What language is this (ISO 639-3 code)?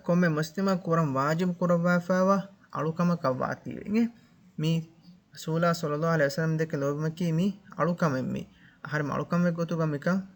div